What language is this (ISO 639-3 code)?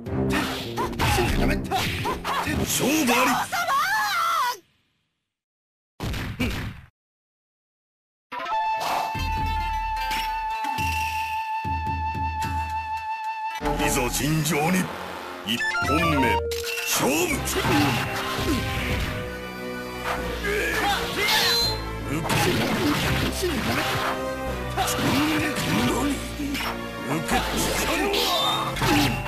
jpn